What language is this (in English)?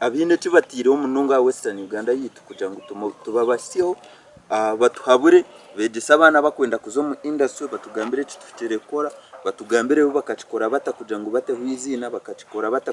Nyankole